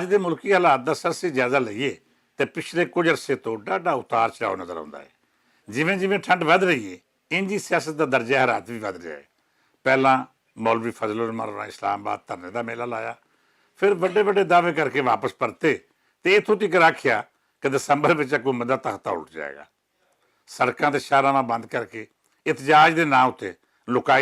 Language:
Western Panjabi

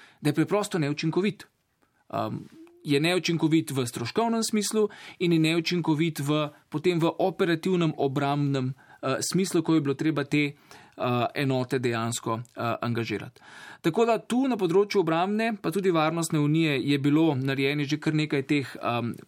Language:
Slovenian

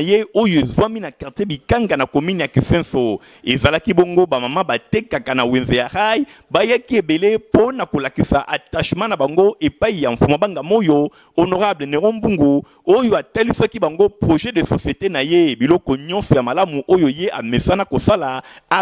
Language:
Lingala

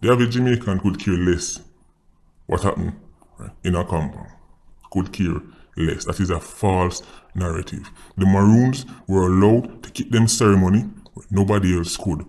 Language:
Jamaican Creole English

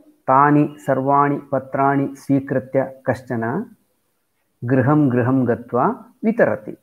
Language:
Sanskrit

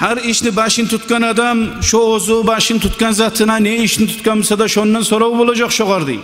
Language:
Kumyk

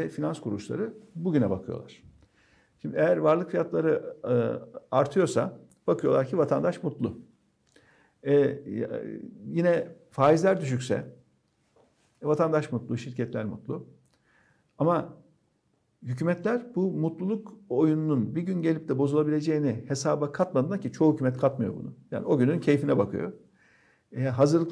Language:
Turkish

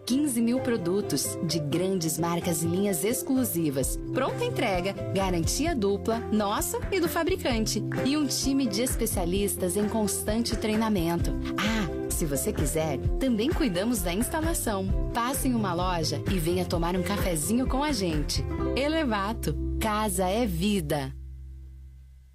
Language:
Portuguese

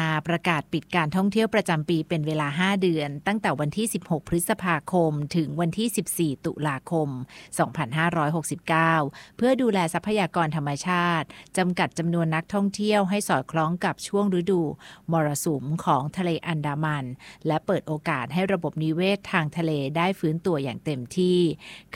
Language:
Thai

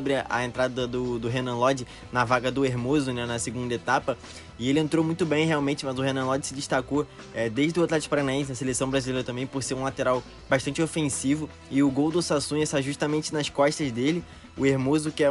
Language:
Portuguese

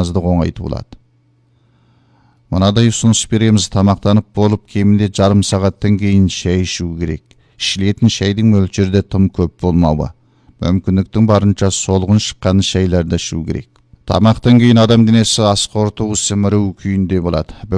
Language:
Kazakh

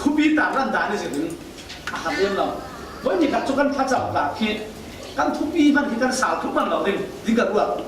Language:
Falam Chin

